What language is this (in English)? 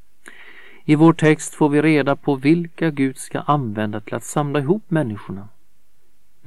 Swedish